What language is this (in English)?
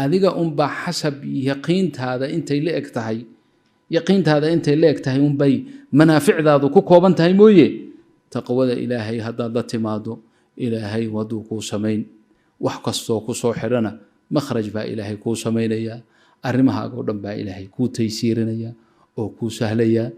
Somali